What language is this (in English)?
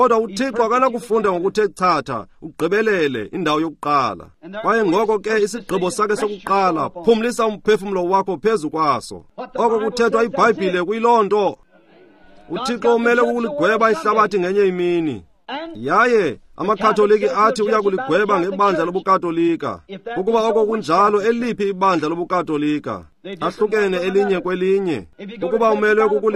Xhosa